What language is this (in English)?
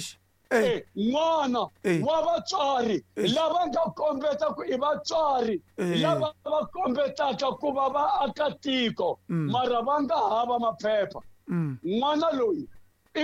Tsonga